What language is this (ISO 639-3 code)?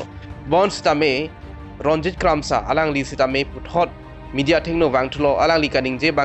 mjw